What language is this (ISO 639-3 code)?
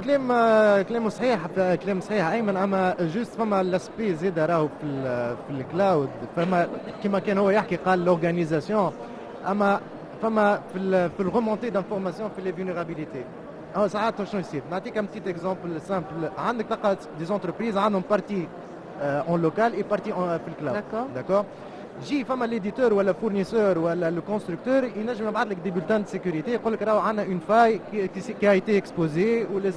aeb